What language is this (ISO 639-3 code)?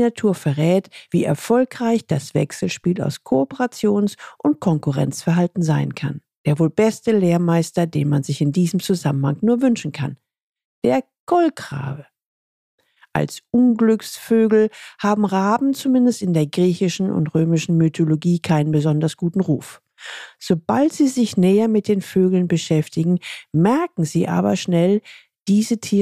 deu